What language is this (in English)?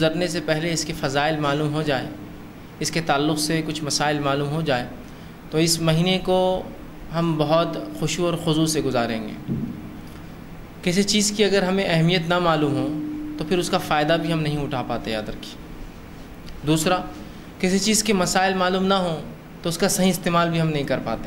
Urdu